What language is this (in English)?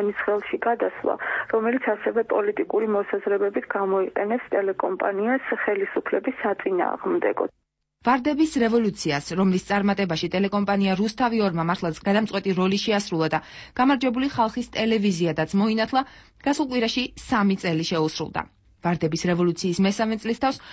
Georgian